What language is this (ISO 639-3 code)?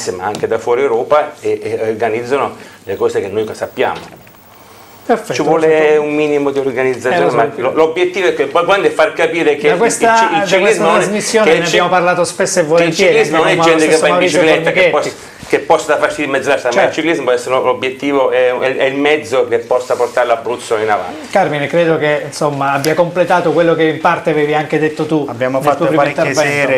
ita